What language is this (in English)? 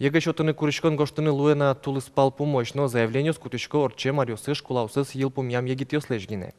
Udmurt